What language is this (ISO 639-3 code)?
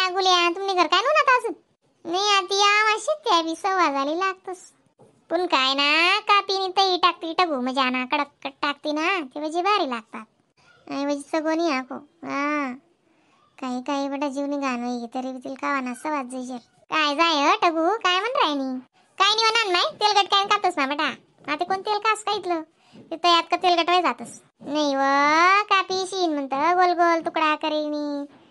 khn